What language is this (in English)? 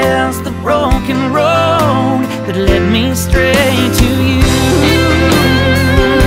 English